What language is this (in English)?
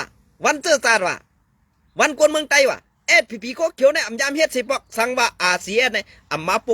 Shan